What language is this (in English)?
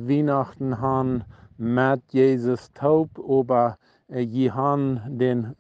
Plautdietsch